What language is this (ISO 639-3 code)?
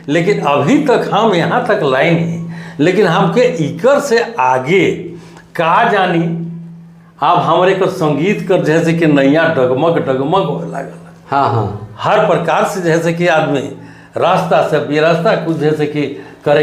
sck